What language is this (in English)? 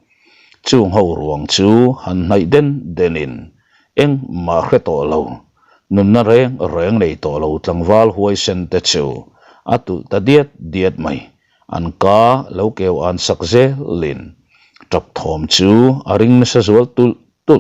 Mizo